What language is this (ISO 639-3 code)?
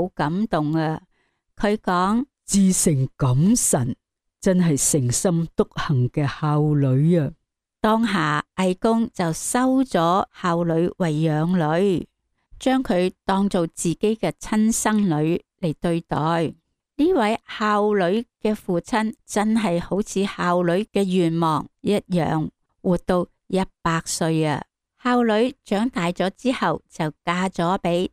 yue